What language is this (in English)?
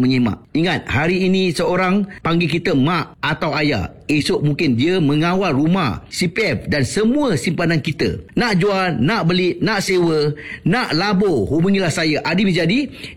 Malay